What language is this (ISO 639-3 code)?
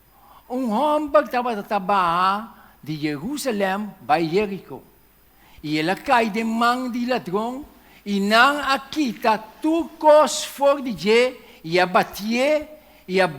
pap